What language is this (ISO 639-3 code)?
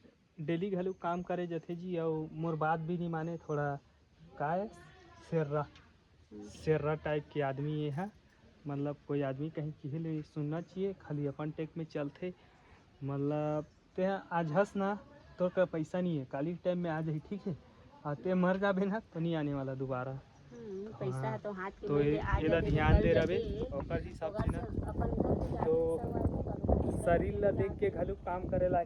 hne